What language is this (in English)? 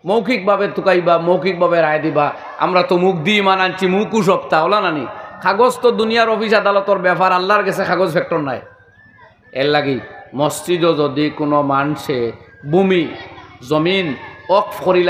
Sylheti